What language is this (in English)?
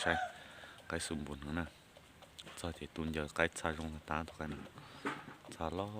Hmong